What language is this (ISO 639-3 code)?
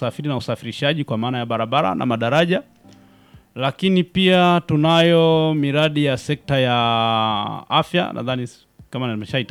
swa